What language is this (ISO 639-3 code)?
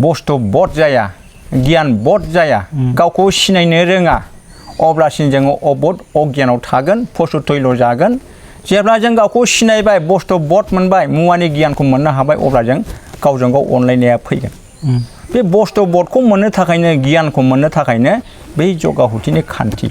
brx